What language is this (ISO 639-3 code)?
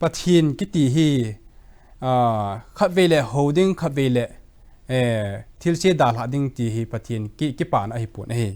tcz